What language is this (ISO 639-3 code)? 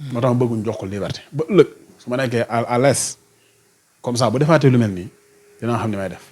wol